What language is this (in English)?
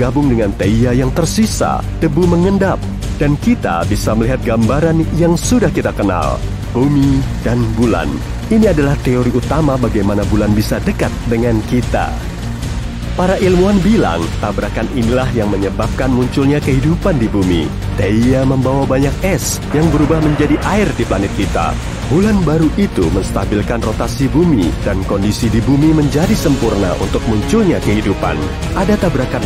Indonesian